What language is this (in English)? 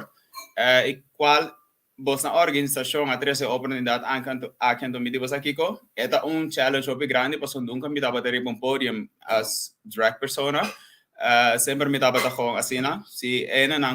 Papiamento